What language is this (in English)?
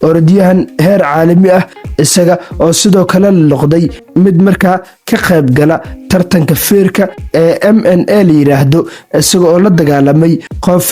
Somali